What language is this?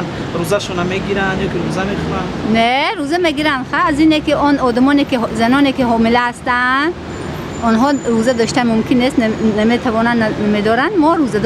Tajik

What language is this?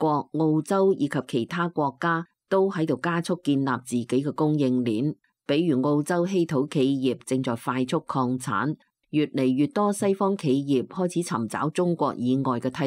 Cantonese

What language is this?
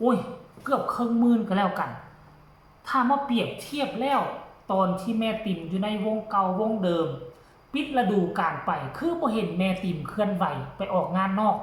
Northeastern Thai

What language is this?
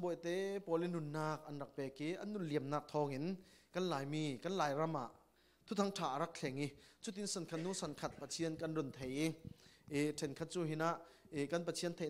Falam Chin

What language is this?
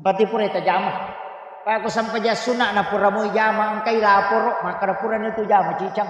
Buginese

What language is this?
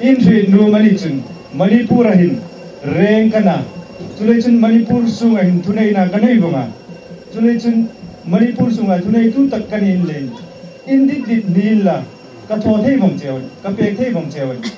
Hmar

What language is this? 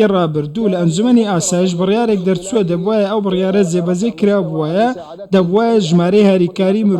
Central Kurdish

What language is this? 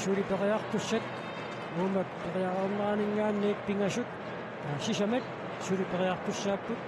Kalaallisut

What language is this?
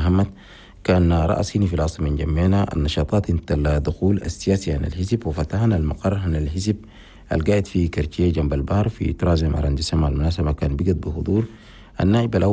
Chadian Arabic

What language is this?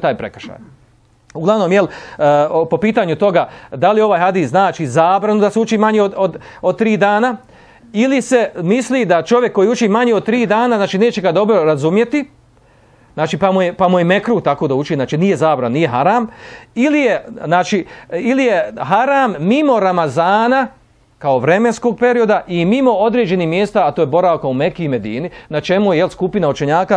Bosnian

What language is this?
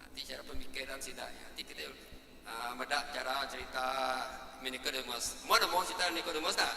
Iban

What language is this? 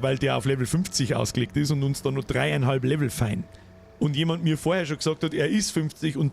Bavarian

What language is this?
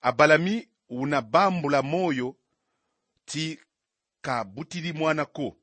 Kongo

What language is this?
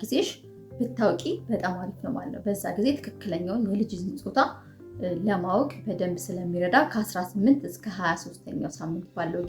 Amharic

